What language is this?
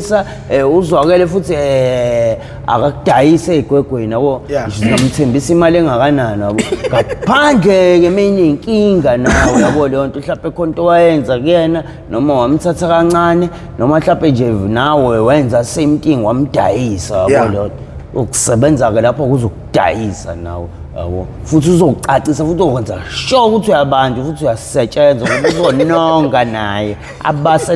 Zulu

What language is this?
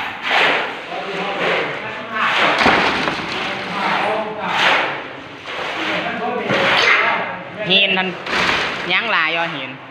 Lao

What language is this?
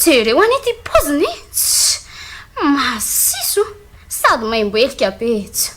Malagasy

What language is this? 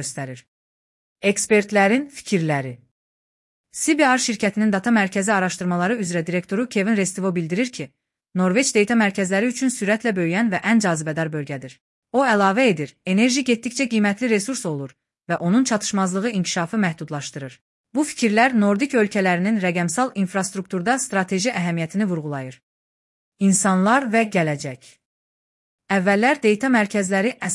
Azerbaijani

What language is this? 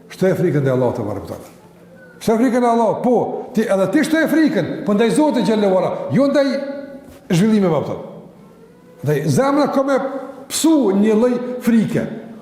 Albanian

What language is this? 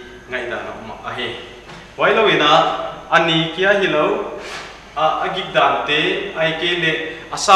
Paite Chin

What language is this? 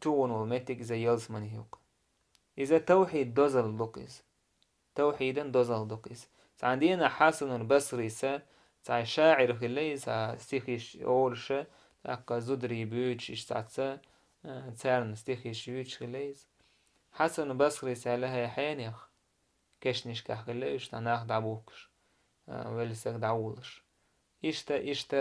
Chechen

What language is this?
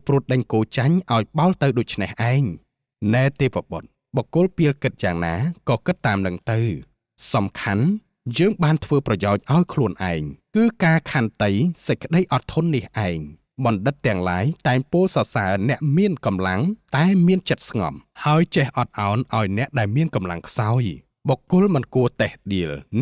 Khmer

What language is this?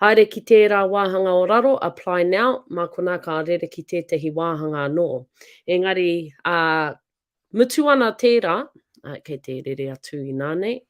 Māori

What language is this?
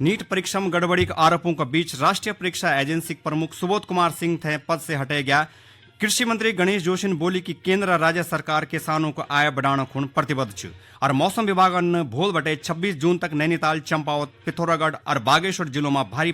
Garhwali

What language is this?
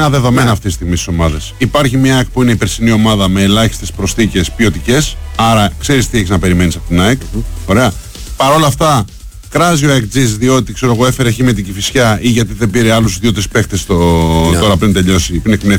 Greek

